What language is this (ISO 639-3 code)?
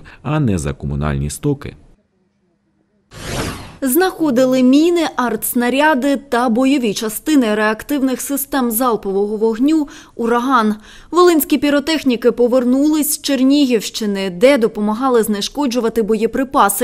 ukr